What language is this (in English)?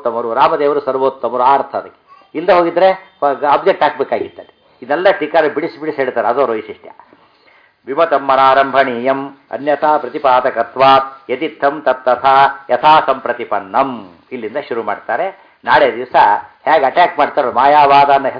Kannada